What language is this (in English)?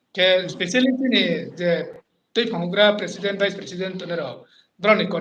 Riang (India)